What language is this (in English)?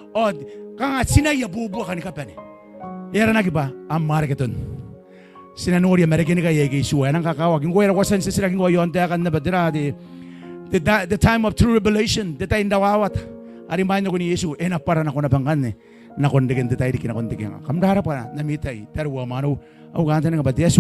Gilbertese